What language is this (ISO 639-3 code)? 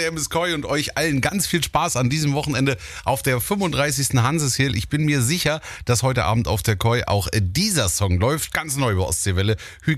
deu